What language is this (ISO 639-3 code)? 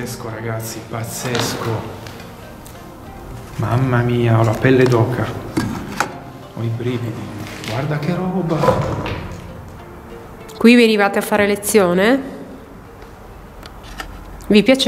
ita